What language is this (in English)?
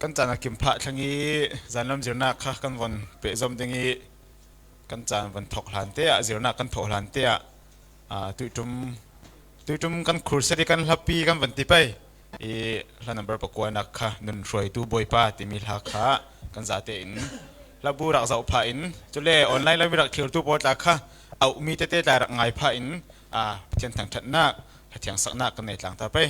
Falam Chin